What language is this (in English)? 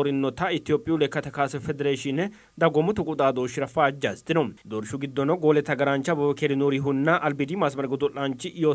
Sidamo